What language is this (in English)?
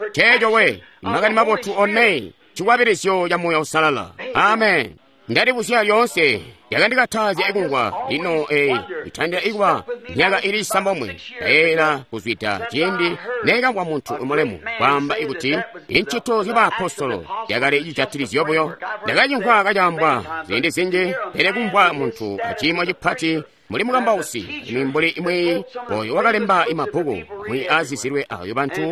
Tonga (Zambia)